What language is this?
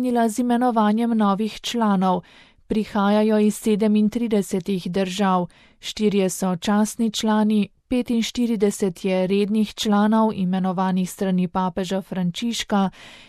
Slovenian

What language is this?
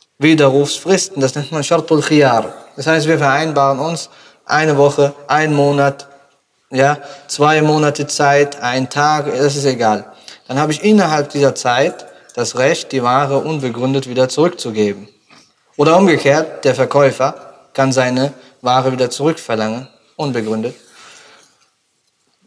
German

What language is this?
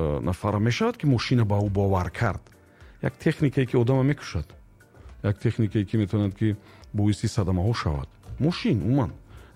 Tajik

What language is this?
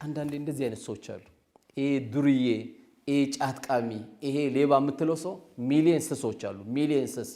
Amharic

